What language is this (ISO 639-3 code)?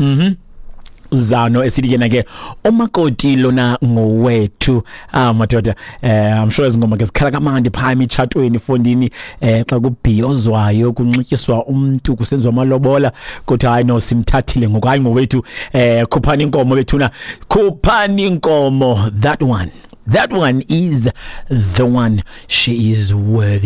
xho